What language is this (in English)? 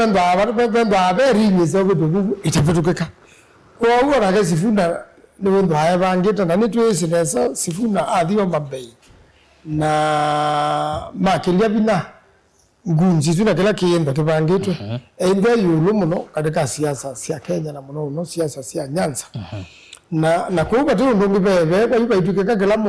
Kamba